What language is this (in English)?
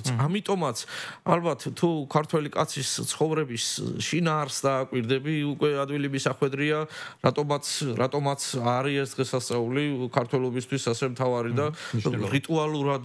Georgian